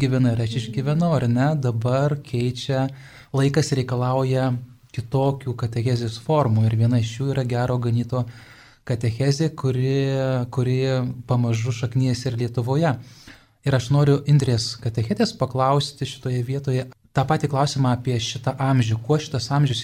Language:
Lithuanian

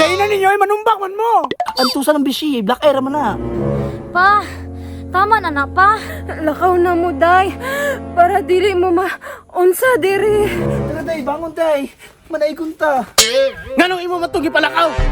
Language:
Cebuano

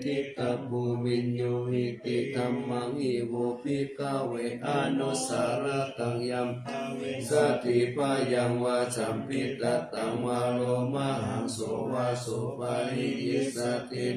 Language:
Pali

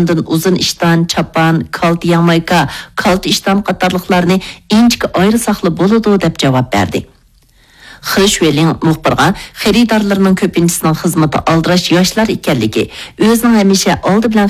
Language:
Uyghur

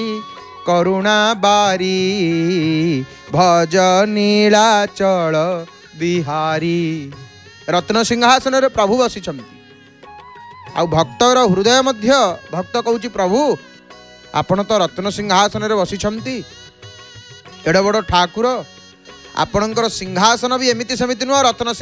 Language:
Odia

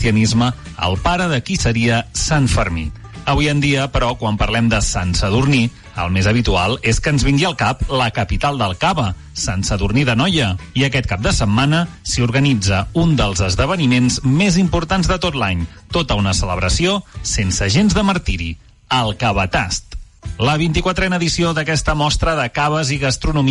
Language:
Catalan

